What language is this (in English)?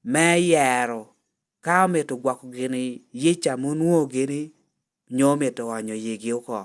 Lango (Uganda)